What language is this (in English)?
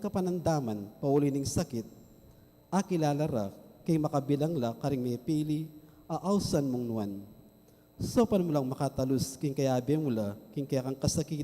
Pampanga